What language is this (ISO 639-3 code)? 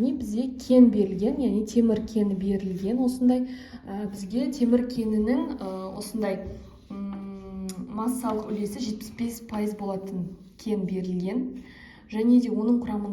kaz